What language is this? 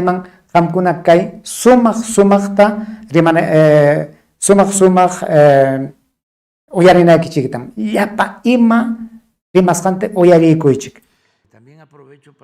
Ayacucho Quechua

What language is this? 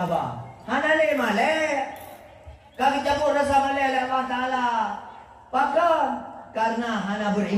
Achinese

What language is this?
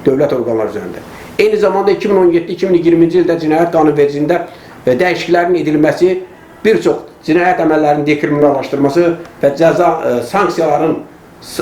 Azerbaijani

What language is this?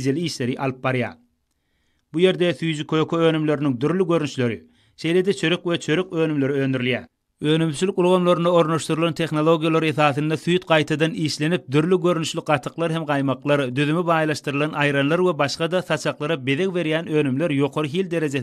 Turkmen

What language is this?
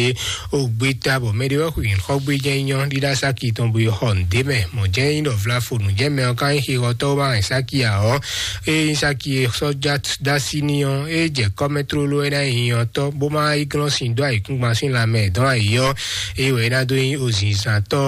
Fon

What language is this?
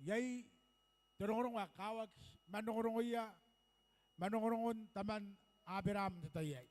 Gilbertese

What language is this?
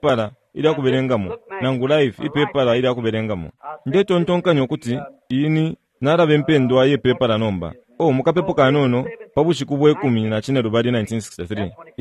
Bemba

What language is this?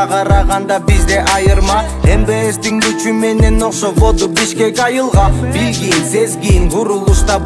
Kyrgyz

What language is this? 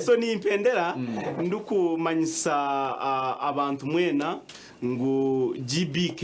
Nyankole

